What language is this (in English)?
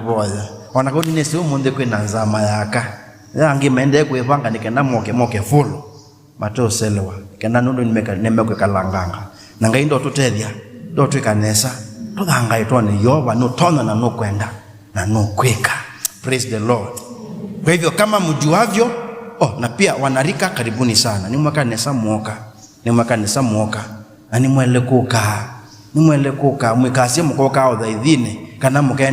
Kamba